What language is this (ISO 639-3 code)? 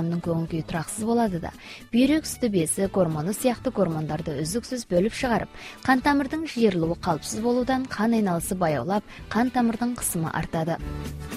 kaz